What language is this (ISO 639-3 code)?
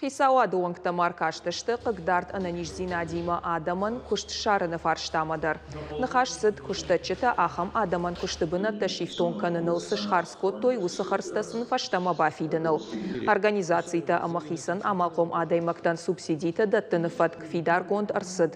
oss